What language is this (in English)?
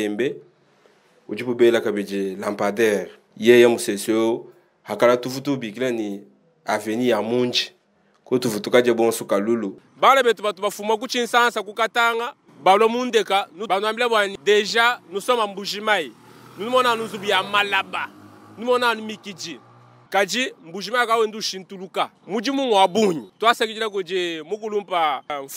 Luba-Lulua